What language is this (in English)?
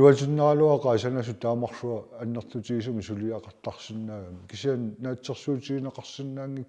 Kalaallisut